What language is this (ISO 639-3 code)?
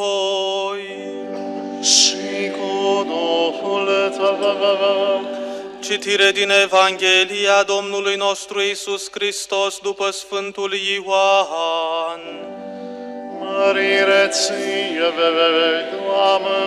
ron